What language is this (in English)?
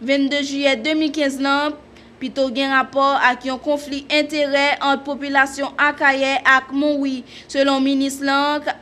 Haitian Creole